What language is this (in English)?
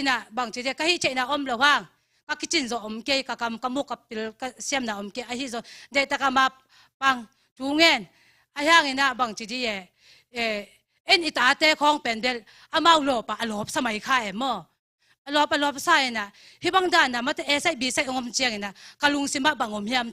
Tedim Chin